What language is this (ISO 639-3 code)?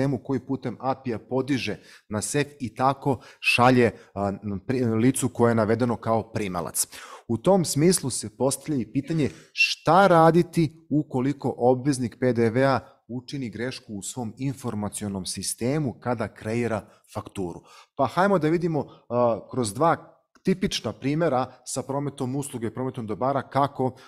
srp